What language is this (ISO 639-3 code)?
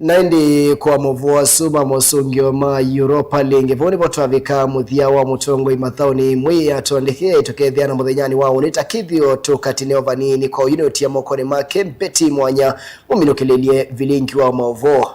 kam